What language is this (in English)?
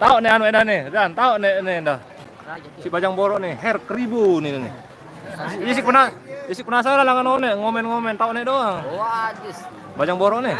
Sasak